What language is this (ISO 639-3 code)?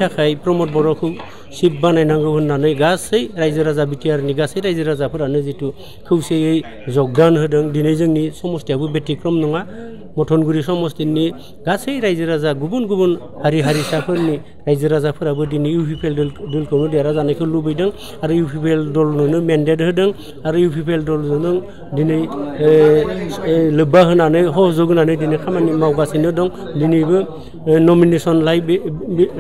brx